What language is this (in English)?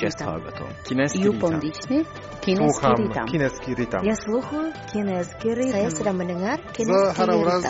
Croatian